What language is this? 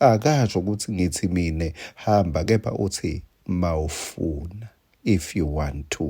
Swati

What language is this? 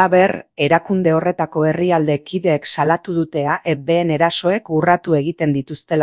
Basque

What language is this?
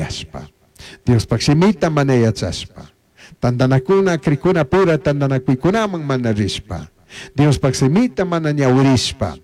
Chimborazo Highland Quichua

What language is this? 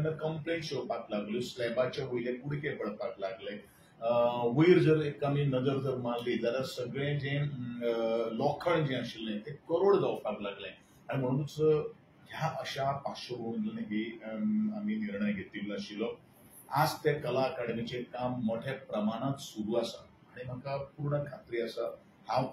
Konkani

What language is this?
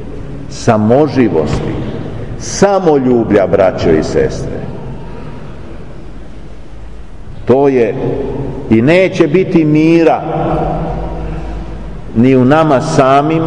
Serbian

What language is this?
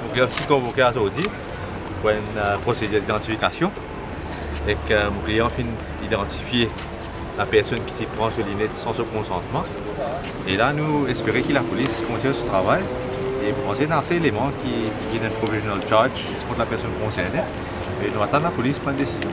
Morisyen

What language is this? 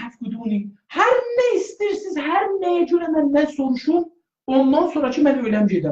South Azerbaijani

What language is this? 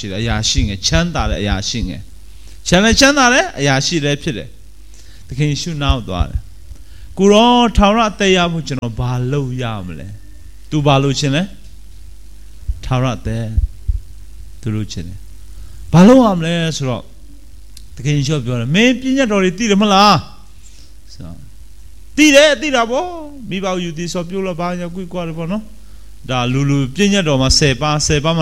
Burmese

